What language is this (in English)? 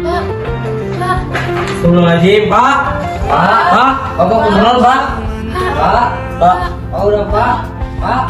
Sundanese